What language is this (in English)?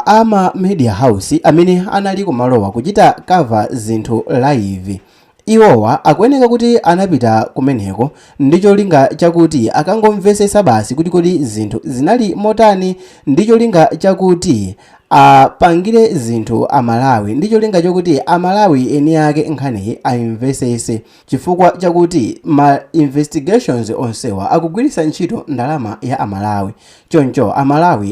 Nyanja